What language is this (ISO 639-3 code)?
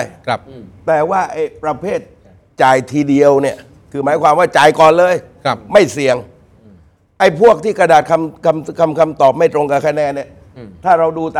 tha